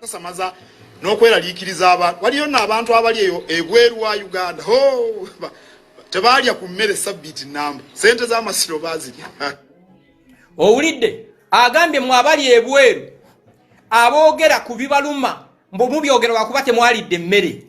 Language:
Ganda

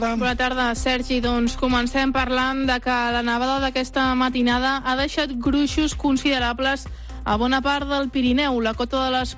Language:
Catalan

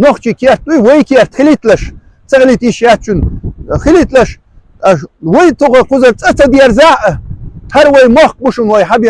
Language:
Chechen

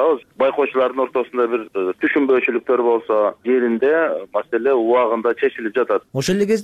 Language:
Kyrgyz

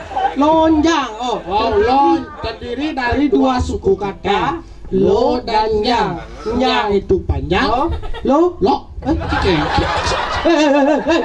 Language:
Balinese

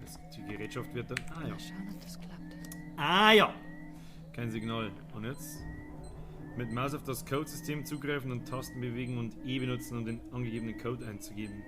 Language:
Bavarian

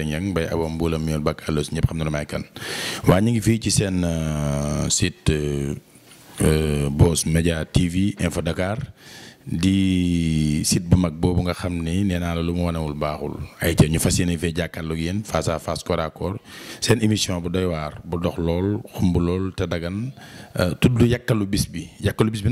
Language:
Wolof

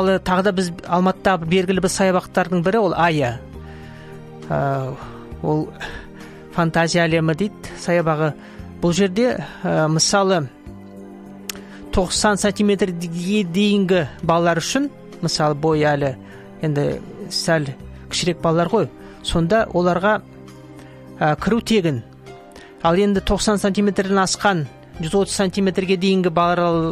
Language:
Kazakh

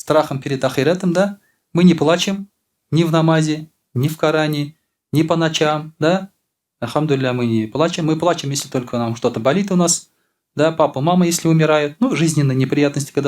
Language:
Tatar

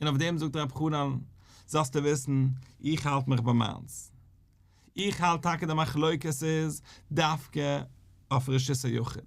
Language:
Yiddish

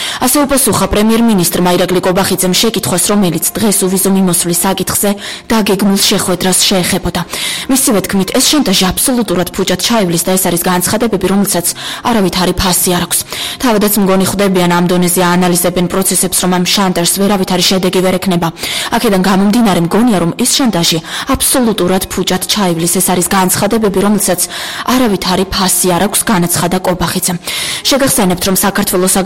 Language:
Georgian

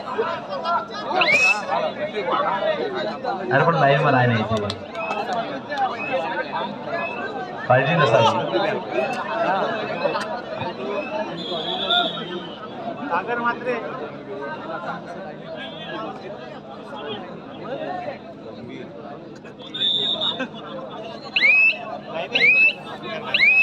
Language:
Marathi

